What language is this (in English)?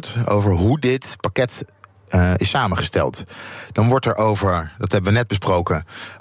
Dutch